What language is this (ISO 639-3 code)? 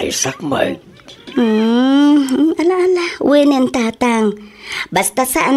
ilo